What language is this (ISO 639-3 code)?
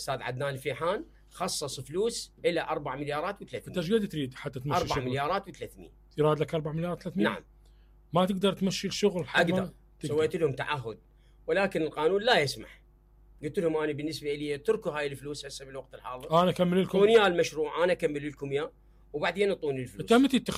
acm